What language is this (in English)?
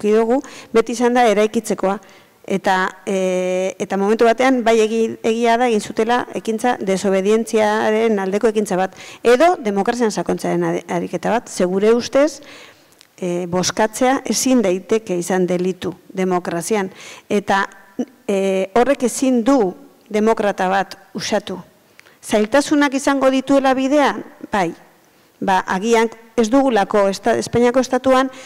Basque